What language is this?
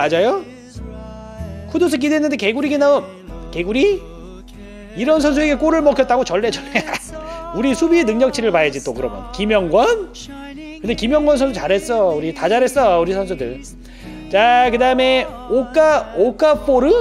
Korean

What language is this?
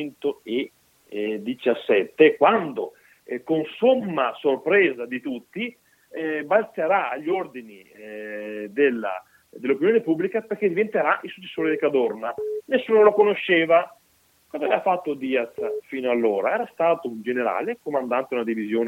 Italian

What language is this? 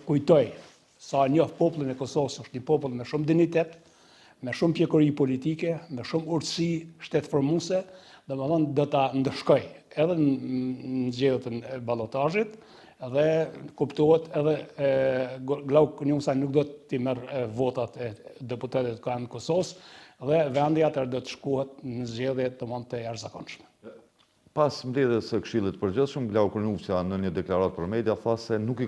Albanian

